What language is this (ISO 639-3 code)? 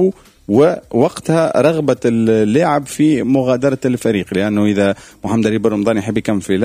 aeb